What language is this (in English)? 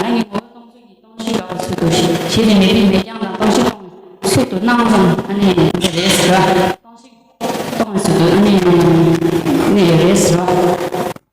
Tibetan